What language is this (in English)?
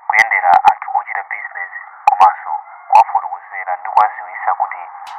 Nyanja